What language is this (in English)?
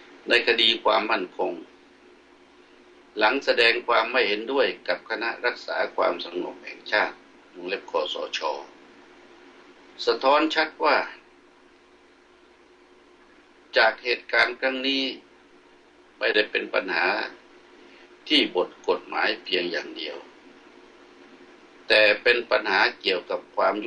Thai